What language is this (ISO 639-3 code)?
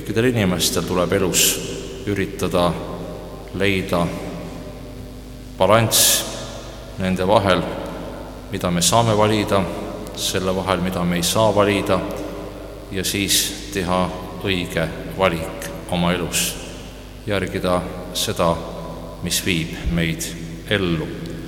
est